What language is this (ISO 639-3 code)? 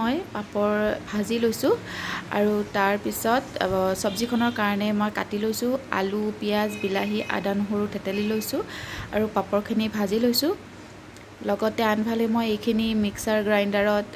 asm